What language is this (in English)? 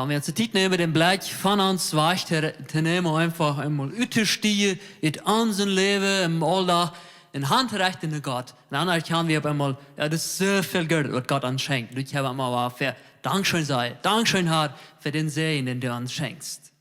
Plautdietsch